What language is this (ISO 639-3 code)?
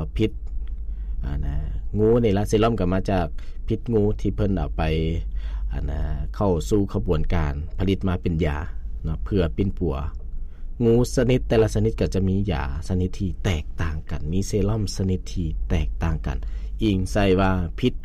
lao